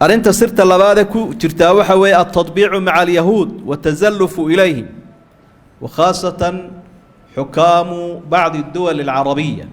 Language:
Somali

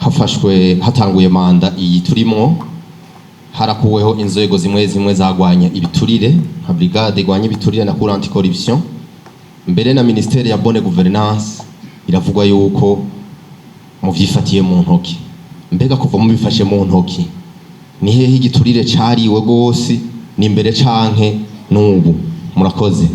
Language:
Rundi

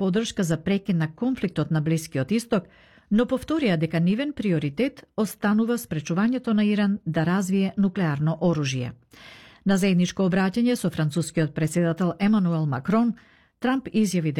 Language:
Macedonian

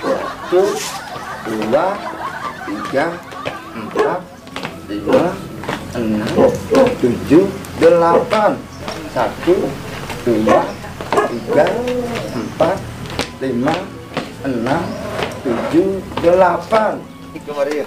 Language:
Balinese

